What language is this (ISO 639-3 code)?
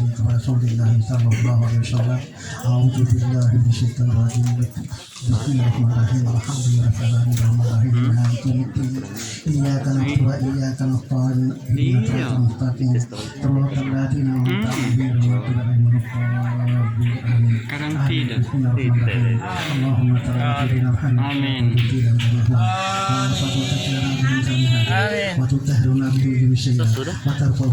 gor